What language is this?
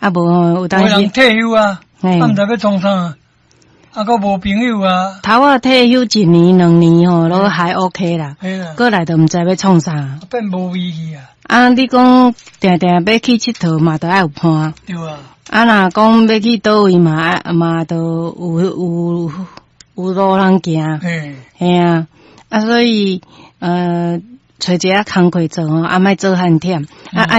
Min Nan Chinese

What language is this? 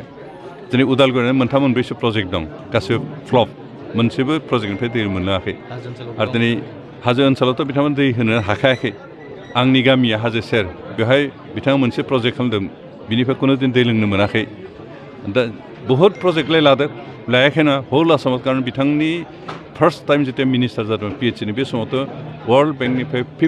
Bodo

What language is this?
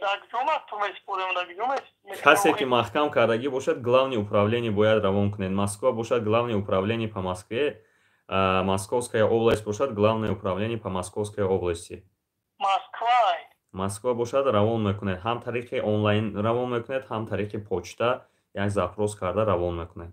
Tajik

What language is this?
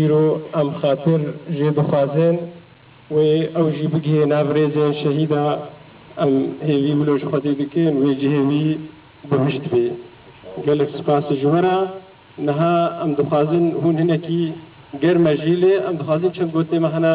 Kurdish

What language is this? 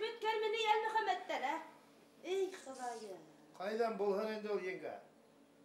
Bashkir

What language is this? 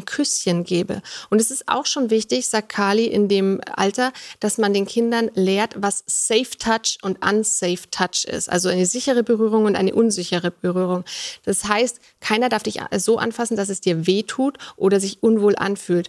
German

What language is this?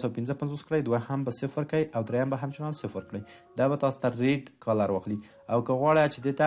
Pashto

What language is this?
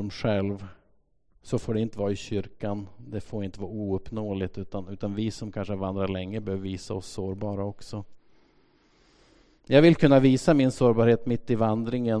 Swedish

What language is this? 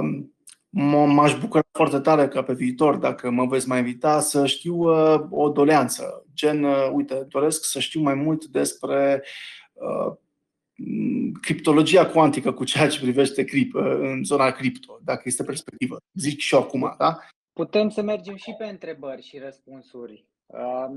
Romanian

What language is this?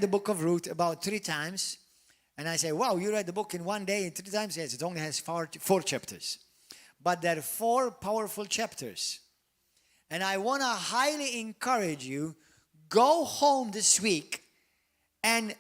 English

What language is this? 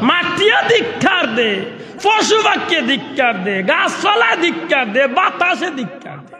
Sylheti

